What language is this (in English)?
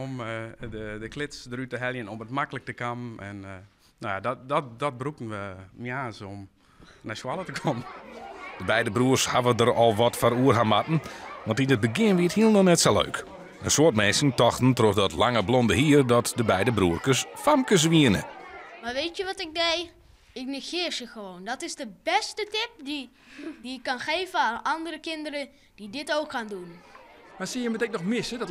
Western Frisian